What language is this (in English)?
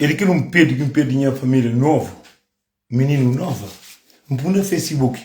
Kabuverdianu